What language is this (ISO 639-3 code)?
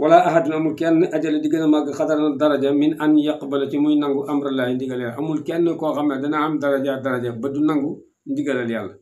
wol